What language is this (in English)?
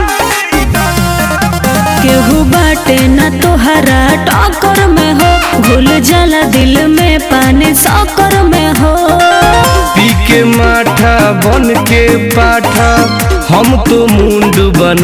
Bhojpuri